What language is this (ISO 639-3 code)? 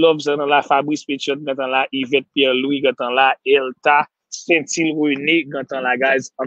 hat